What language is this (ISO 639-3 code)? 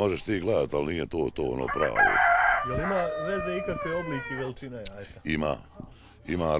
bos